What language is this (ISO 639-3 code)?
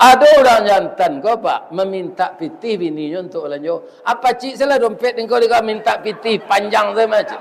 min